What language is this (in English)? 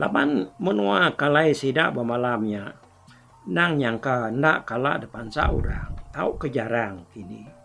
Iban